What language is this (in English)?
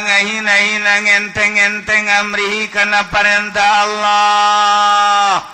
Sundanese